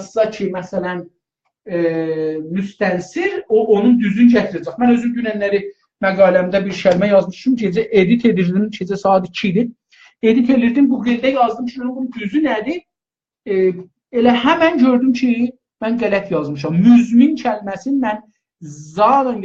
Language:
South Azerbaijani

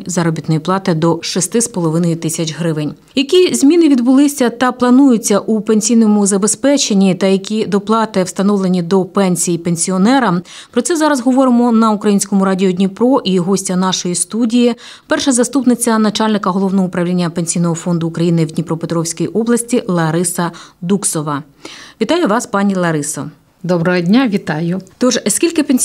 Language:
Ukrainian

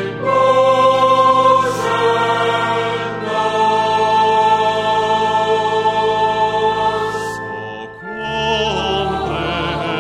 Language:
Bulgarian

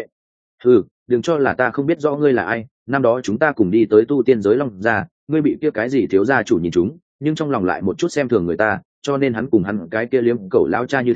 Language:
Vietnamese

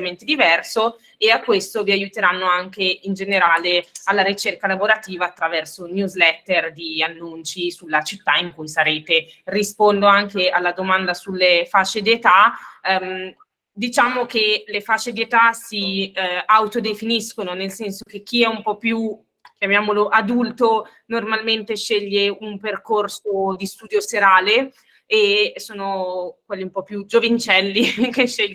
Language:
Italian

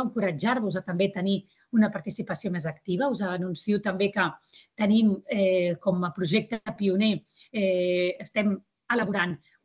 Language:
Catalan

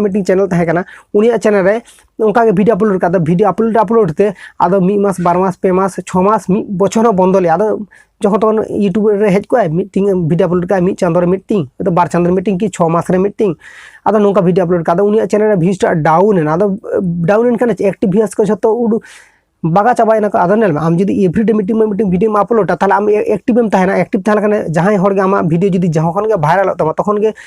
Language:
Santali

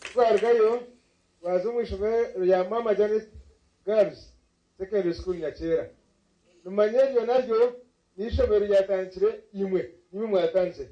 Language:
Nyankole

